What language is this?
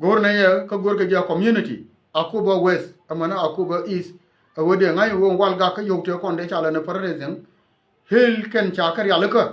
Nuer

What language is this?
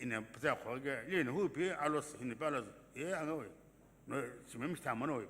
Sumi Naga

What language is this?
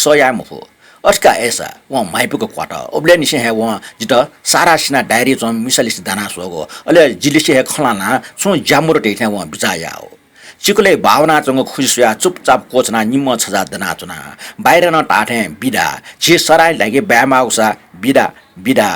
Newari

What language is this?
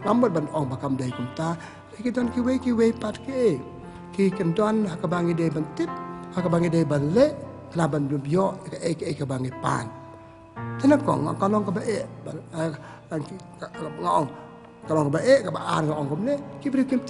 Khasi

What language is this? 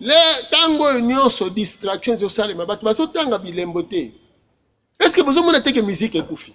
Lingala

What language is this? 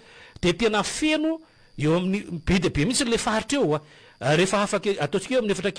Malagasy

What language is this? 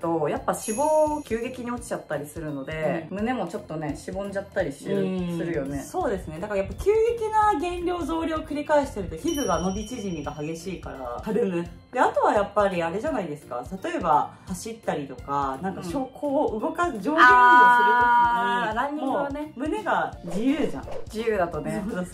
Japanese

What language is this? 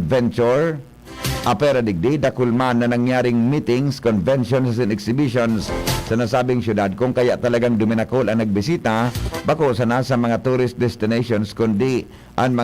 Bikol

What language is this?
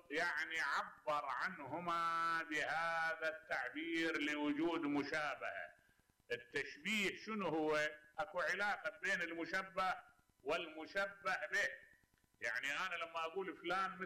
Mesopotamian Arabic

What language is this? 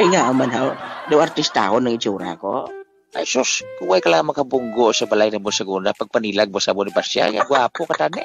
Hiligaynon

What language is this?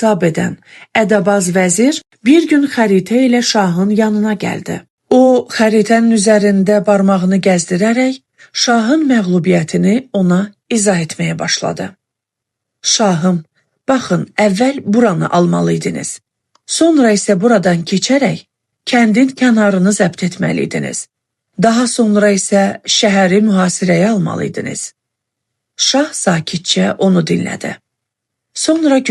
Azerbaijani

